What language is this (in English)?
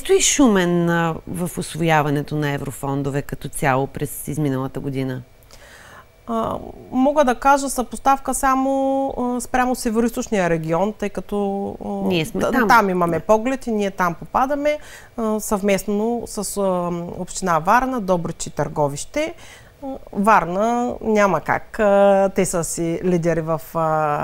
Bulgarian